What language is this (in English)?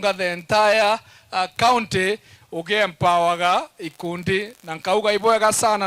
Meru